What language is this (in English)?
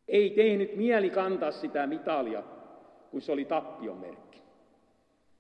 Finnish